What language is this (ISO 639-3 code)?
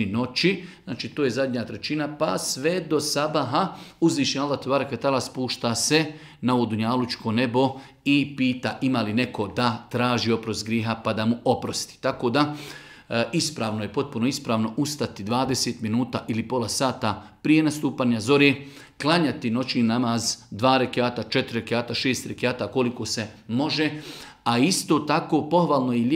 bos